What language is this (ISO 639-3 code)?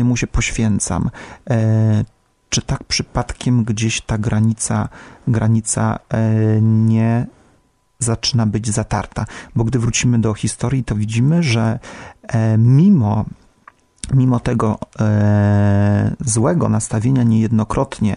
pol